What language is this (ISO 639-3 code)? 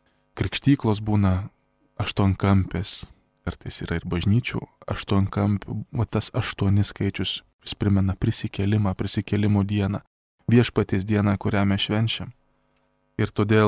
lit